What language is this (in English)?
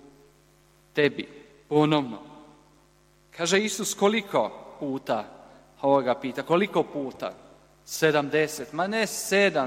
Croatian